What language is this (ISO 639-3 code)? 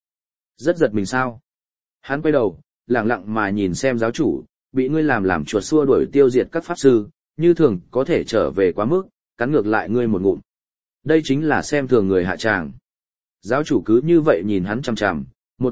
vie